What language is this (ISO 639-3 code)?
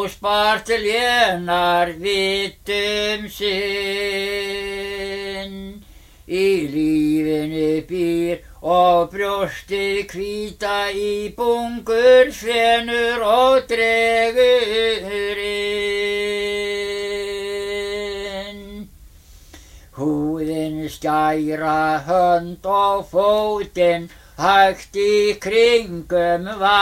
isl